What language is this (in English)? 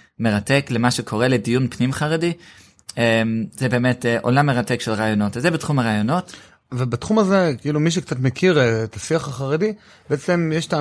Hebrew